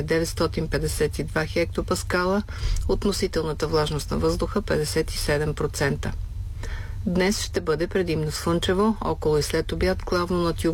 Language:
Bulgarian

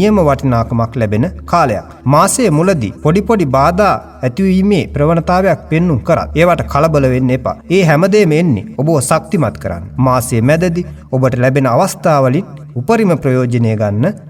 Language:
Sinhala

